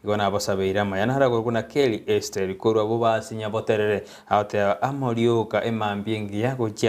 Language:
Gusii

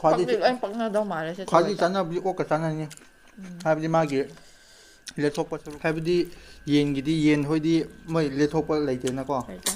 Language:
Manipuri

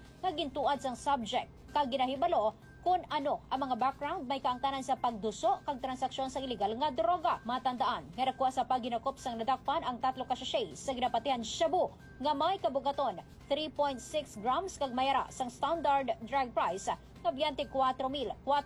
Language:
Hiligaynon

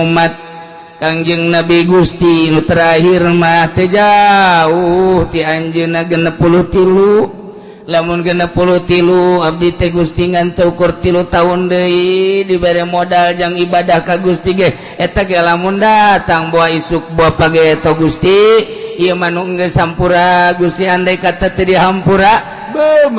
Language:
Sundanese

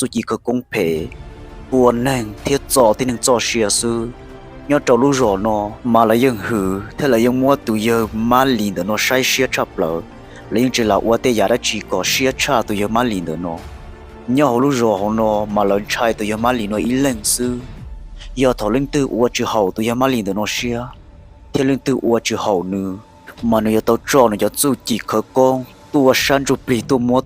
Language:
Hmong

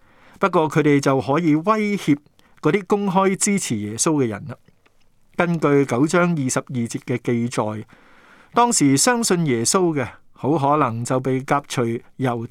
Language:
Cantonese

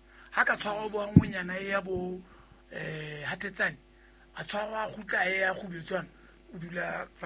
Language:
Southern Sotho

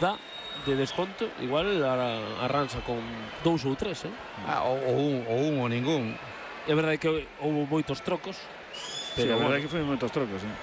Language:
Galician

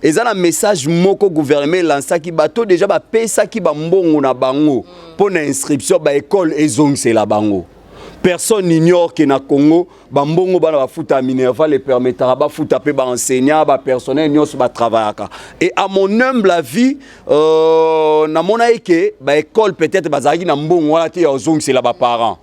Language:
Lingala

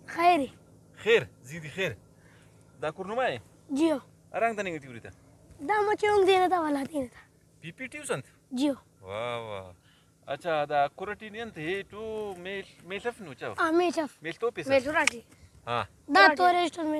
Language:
Brahui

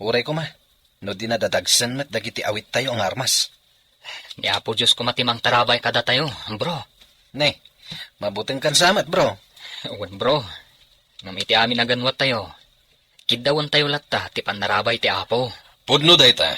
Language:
Iloko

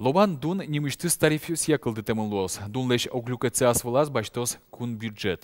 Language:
Udmurt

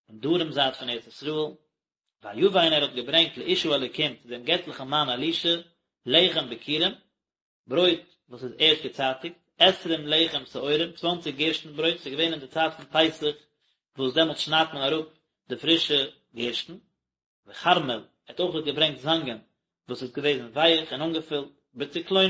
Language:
Yiddish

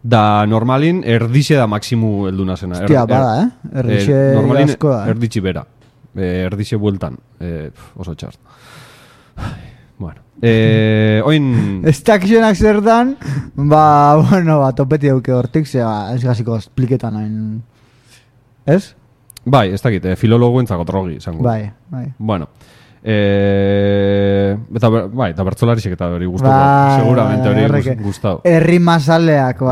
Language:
Basque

